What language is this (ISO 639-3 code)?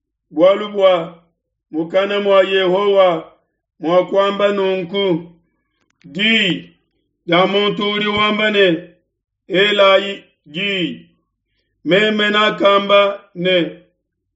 lua